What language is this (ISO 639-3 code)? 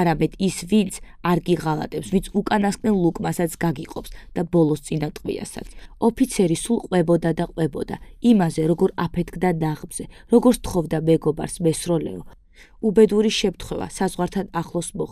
kat